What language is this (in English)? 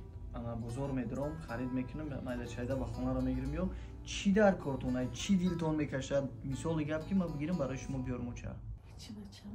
Tajik